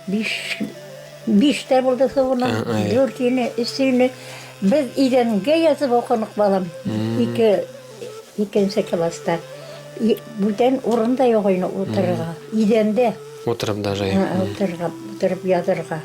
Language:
Bashkir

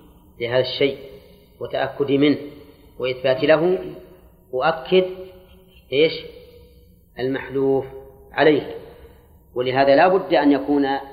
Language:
Arabic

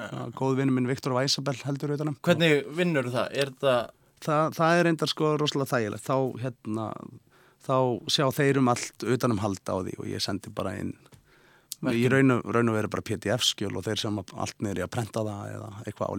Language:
Icelandic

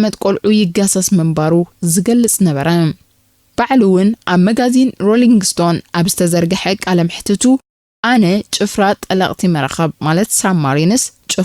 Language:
Tigrinya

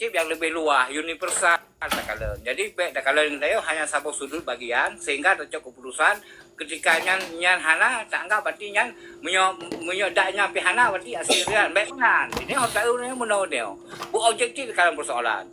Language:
Achinese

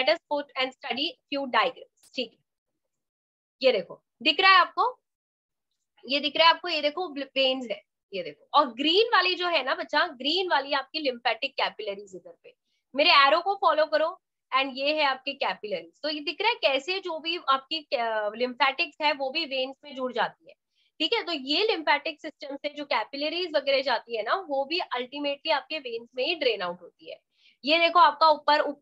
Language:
Hindi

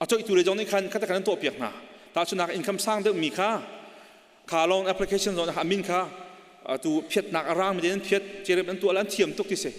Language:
Hakha Chin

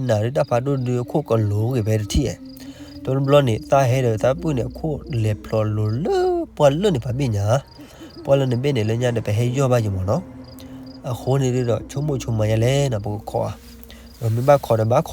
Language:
S'gaw Karen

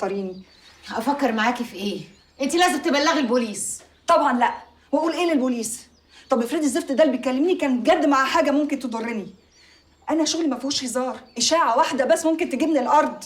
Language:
Egyptian Arabic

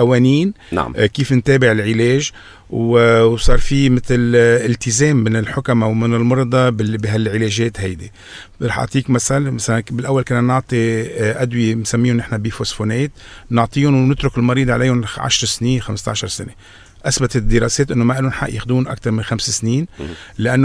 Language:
North Levantine Arabic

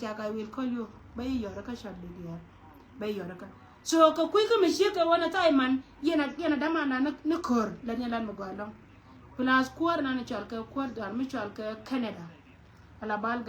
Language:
Nuer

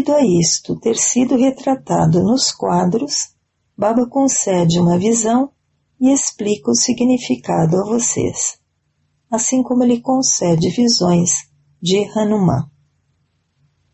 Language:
Portuguese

